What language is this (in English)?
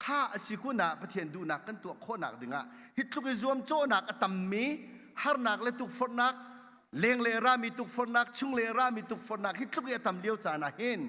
Hakha Chin